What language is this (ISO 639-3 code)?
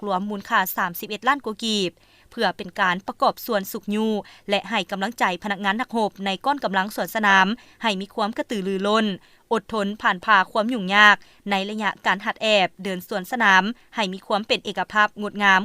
lao